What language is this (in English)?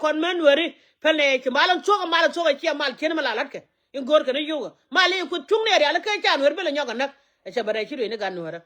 Nuer